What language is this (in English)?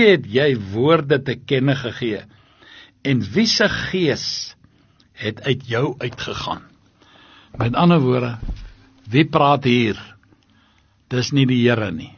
Afrikaans